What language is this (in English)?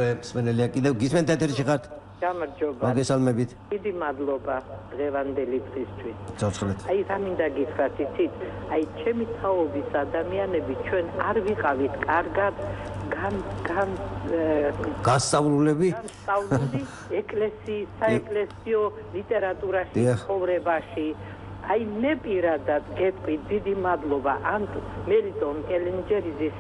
Georgian